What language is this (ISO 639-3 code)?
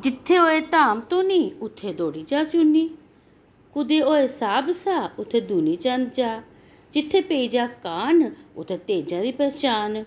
doi